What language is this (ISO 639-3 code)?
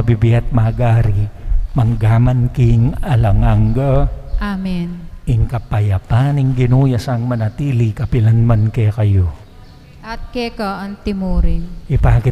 pam